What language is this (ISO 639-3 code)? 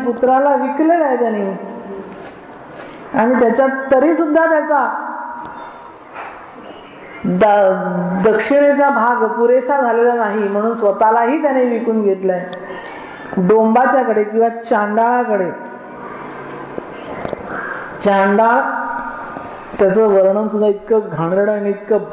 mar